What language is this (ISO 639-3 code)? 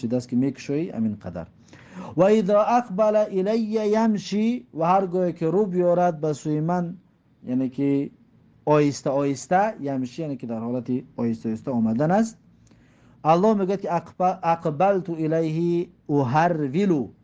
tgk